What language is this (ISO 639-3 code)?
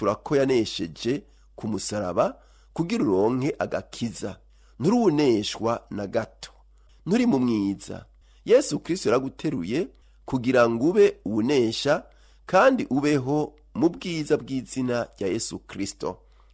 run